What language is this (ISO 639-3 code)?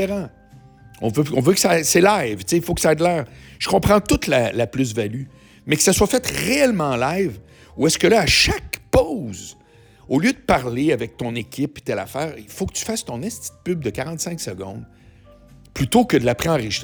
fra